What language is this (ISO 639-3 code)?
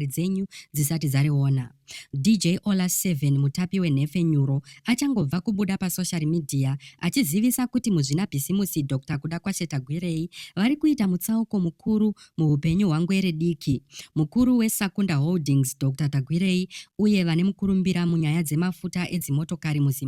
sna